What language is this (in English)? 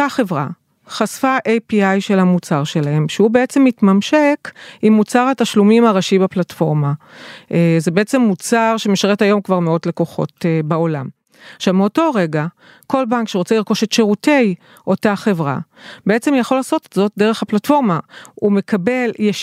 Hebrew